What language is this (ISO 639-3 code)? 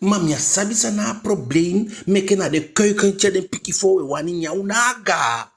djk